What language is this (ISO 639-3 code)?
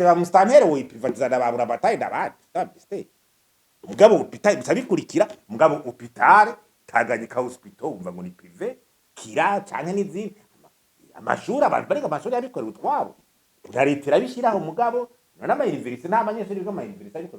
run